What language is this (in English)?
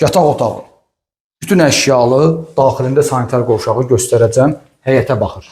Azerbaijani